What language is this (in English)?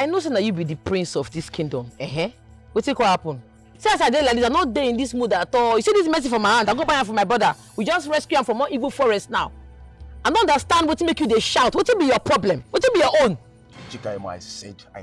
Nigerian Pidgin